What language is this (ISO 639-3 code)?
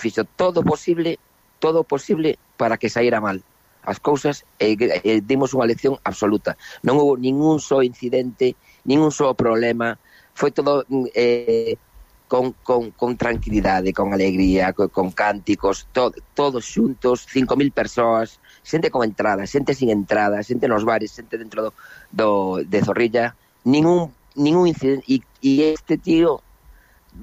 glg